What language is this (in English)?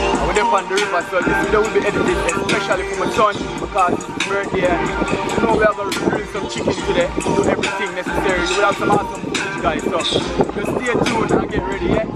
Jamaican Creole English